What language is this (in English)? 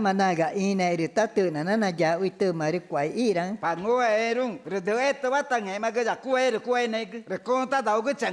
Ticuna